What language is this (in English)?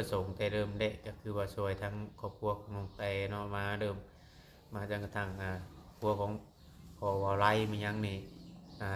Lao